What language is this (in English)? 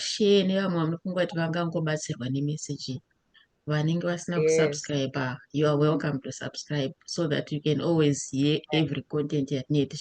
Shona